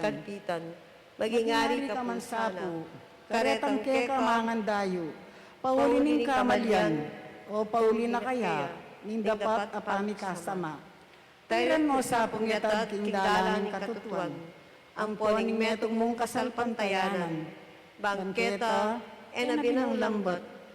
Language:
Pampanga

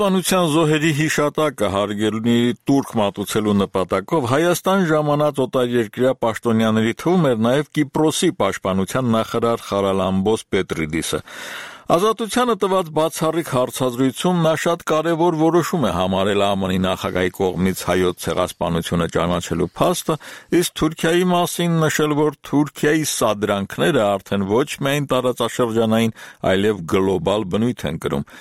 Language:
Armenian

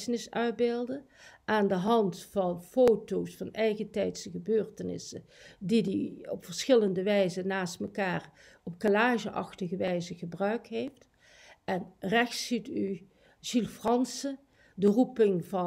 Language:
Dutch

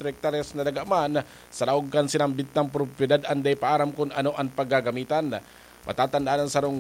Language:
Bikol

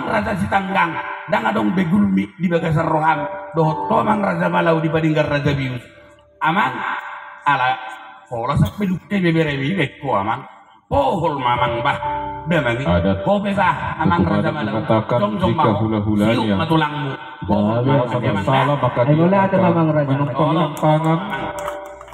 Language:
Batak Toba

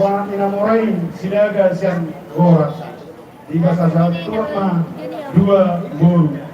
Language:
Batak Toba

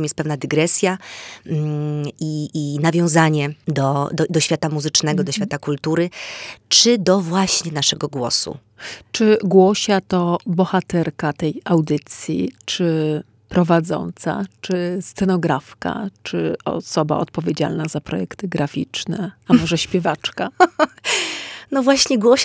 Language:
Polish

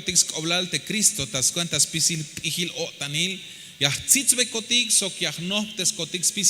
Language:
Tzeltal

